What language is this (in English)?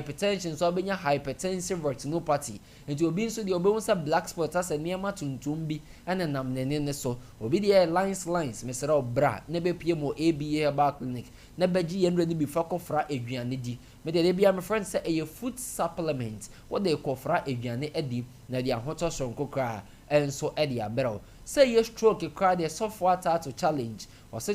Akan